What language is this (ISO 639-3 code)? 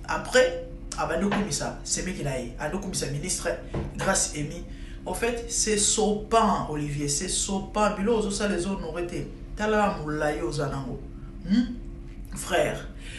lin